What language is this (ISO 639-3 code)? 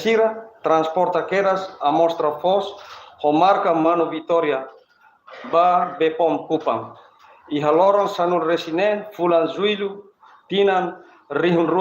tet